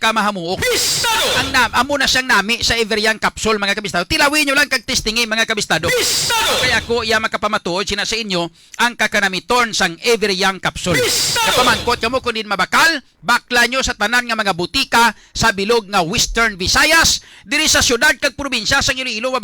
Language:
Hiligaynon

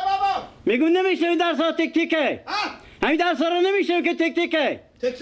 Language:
Persian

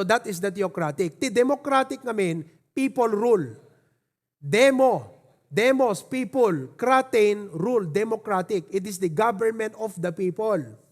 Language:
Iloko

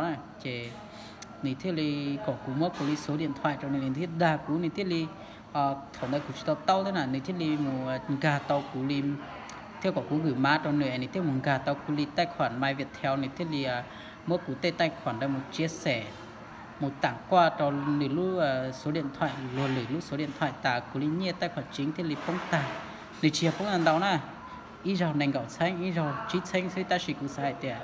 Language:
Hmong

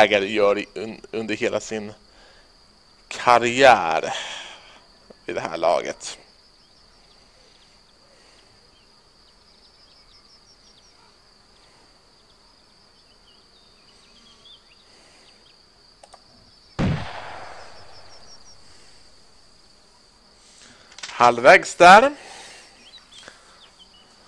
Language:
Swedish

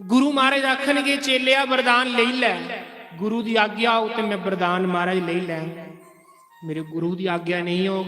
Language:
Dogri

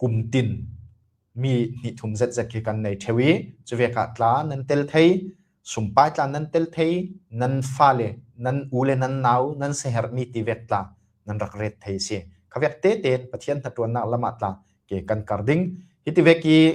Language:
Falam Chin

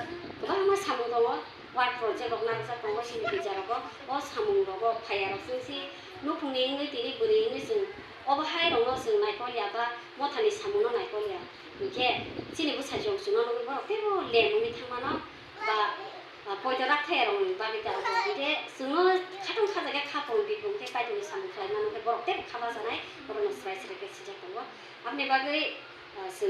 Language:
Kok Borok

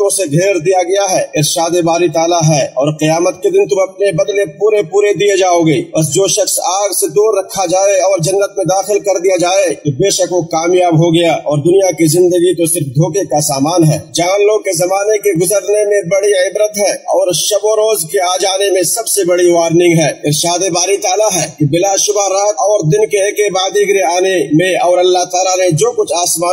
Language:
Urdu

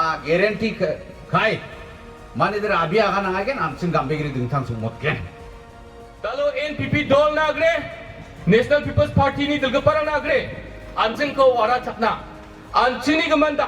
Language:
Garo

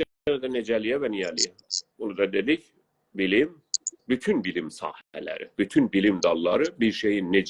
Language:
South Azerbaijani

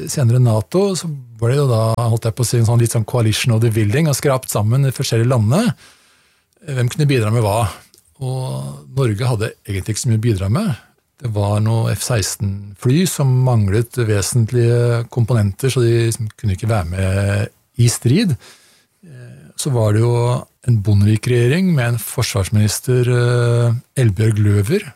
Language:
Norwegian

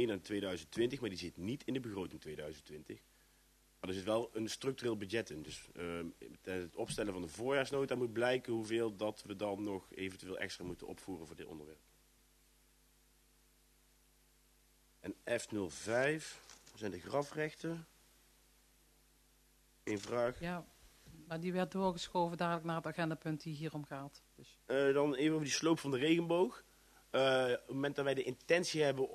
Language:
Dutch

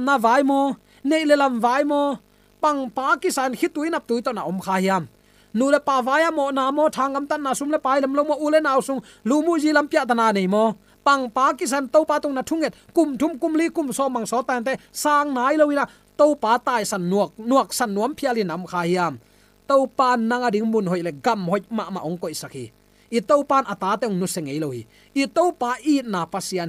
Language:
Tedim Chin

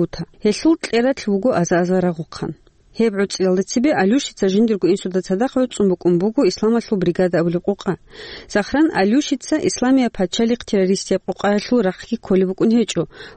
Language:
Avaric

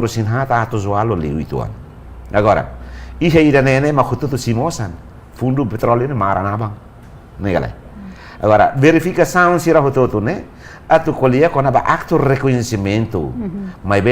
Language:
Tetum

